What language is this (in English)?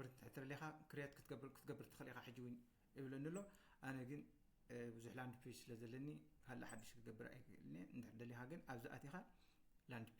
Tigrinya